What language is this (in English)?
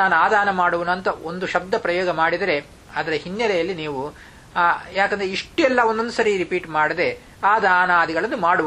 Kannada